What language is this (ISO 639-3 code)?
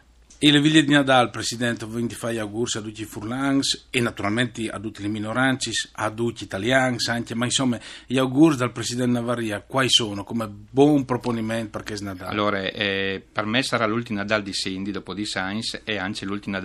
fur